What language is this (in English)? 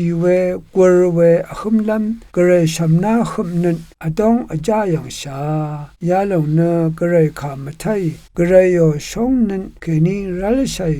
Rawang